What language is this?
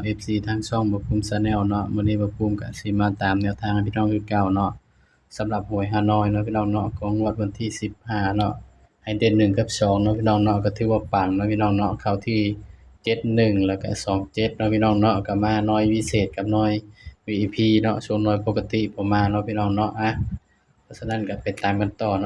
Northeastern Thai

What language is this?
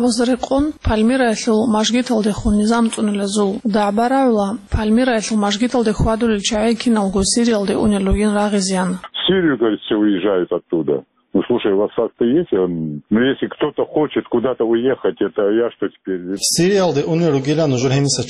Avaric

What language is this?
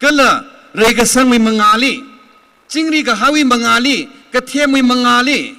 Tangkhul Naga (India)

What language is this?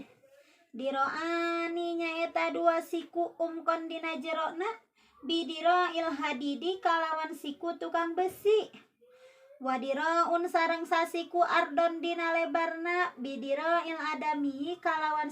Sundanese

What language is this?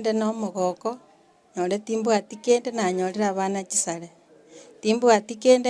Gusii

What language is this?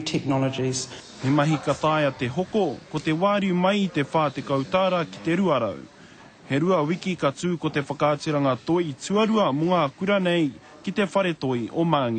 Māori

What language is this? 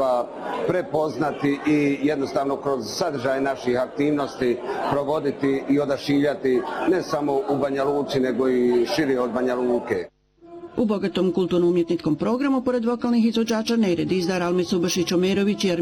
Bosnian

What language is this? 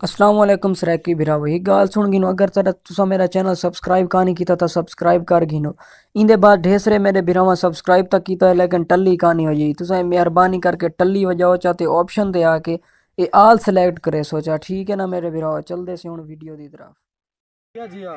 Saraiki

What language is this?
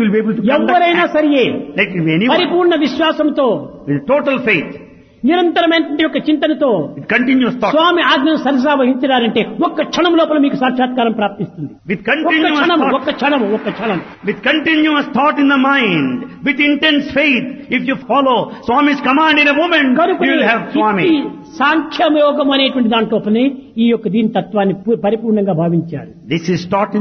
Telugu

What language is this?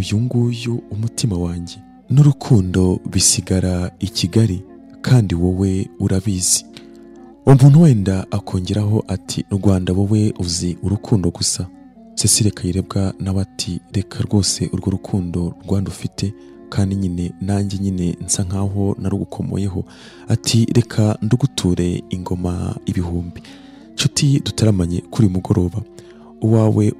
Kinyarwanda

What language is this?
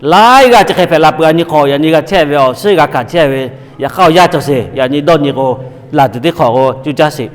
Lahu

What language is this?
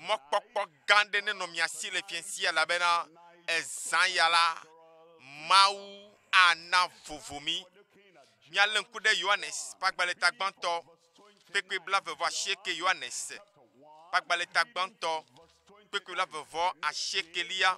Ewe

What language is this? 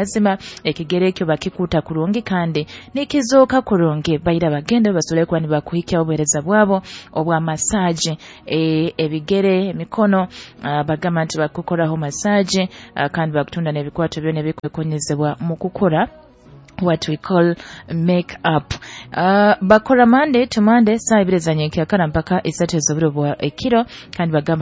Nyoro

